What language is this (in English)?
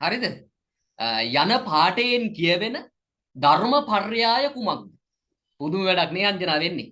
Sinhala